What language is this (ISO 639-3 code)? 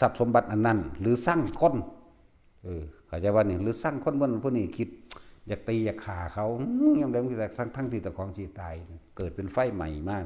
tts